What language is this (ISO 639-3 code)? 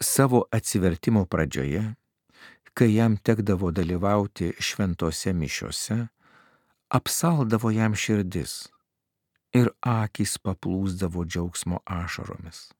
lit